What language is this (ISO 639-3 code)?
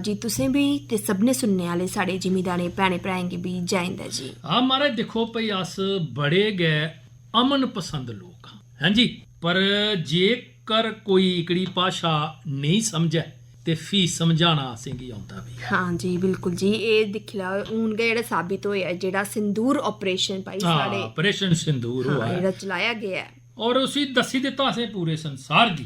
doi